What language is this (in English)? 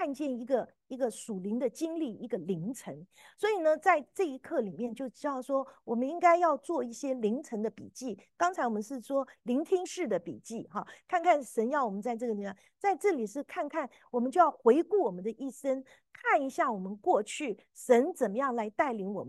Chinese